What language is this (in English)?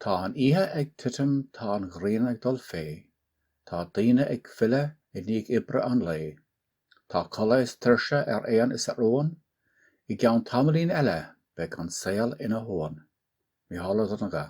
Irish